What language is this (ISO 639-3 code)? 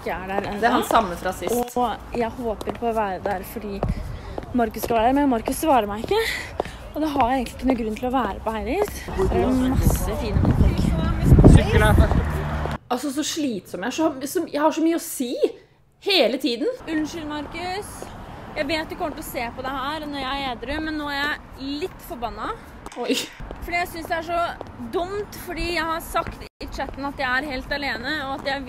nor